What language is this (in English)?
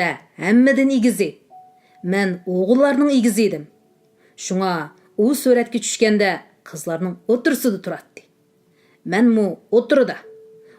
Uyghur